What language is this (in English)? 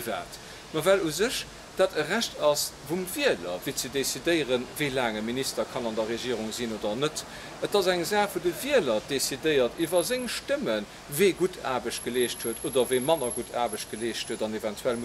Luxembourgish